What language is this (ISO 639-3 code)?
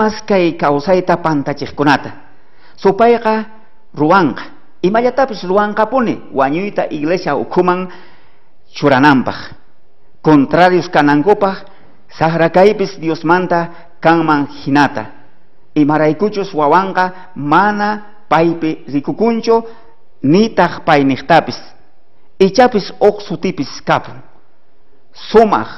quh